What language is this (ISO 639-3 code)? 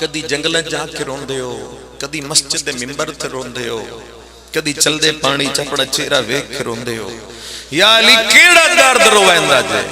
phr